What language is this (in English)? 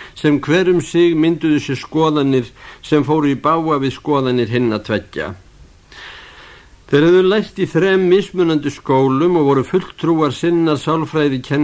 Icelandic